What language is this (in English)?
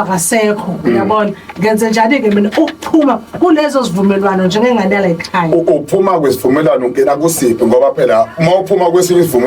Zulu